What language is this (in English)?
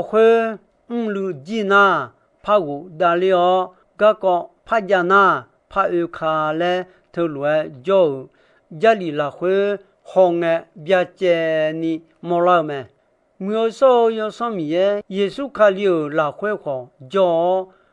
Akha